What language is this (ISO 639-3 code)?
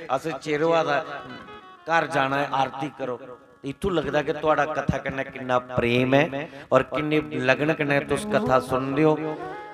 doi